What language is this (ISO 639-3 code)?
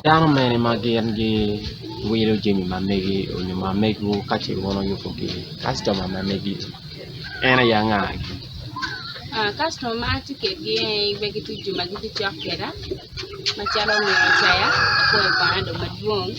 ach